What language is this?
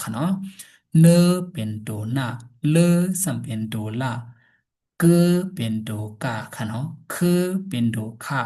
Shan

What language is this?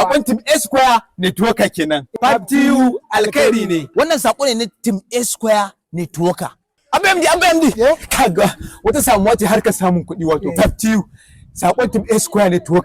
Hausa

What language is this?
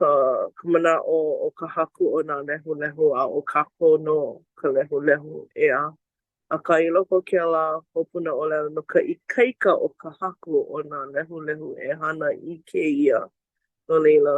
Hawaiian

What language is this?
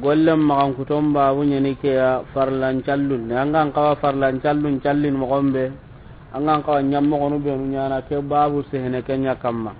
Soninke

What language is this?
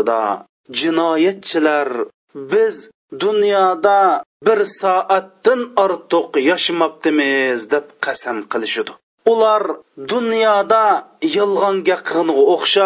Uyghur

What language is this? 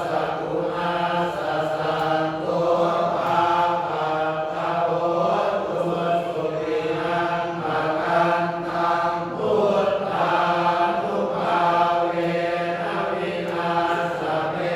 Pali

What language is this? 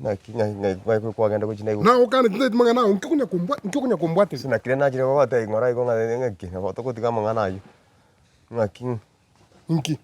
Gusii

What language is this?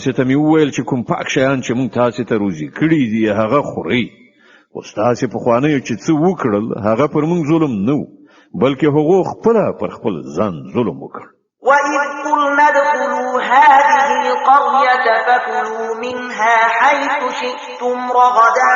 Pashto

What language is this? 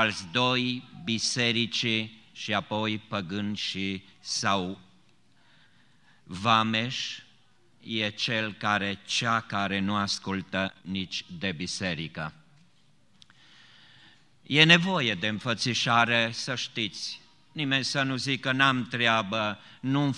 Romanian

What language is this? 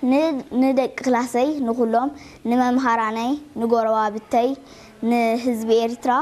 Tigrinya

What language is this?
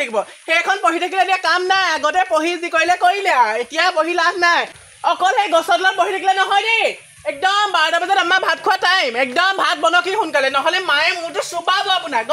Assamese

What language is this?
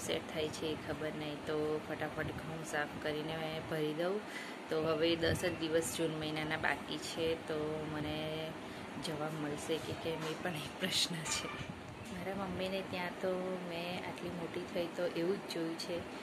Gujarati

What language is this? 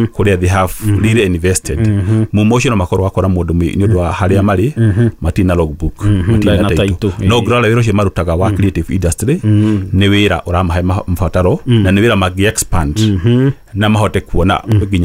Kikuyu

